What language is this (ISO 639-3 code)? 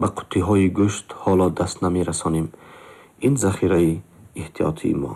tgk